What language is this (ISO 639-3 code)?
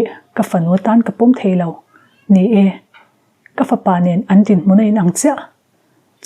lus